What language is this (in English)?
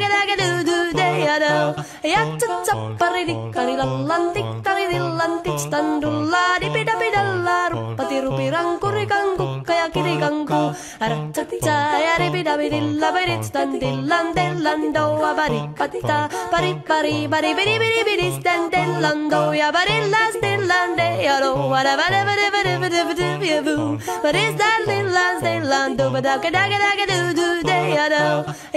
Finnish